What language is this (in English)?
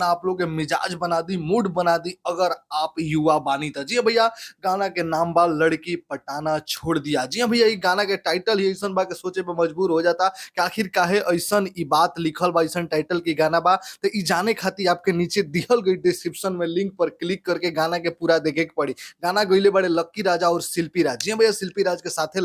Bhojpuri